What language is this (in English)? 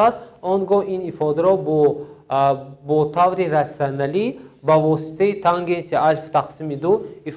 Tajik